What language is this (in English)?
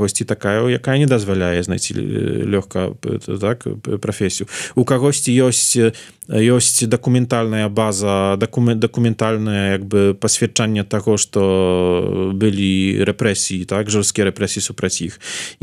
Belarusian